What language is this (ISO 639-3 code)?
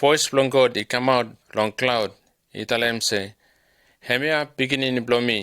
bis